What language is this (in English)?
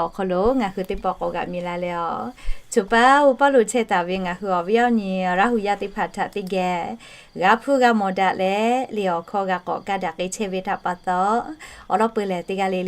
Lahu